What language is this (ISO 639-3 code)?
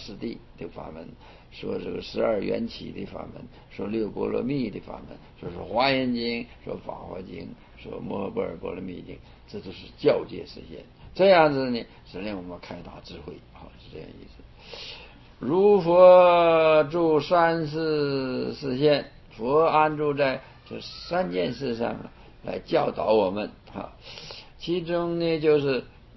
zho